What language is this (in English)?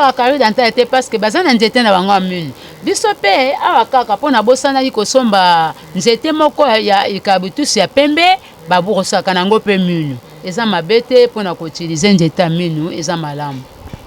Lingala